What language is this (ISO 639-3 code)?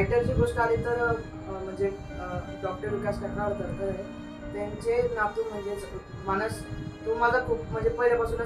mar